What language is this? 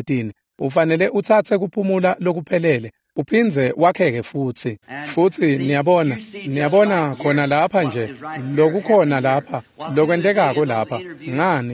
Swati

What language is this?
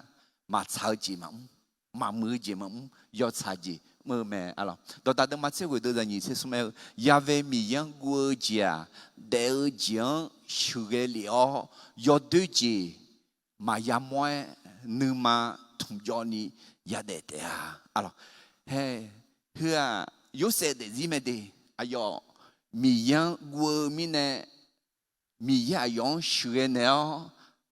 Akha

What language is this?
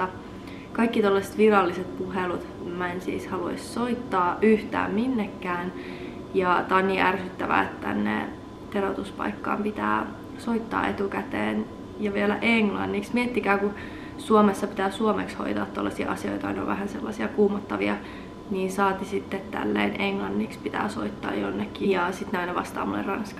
Finnish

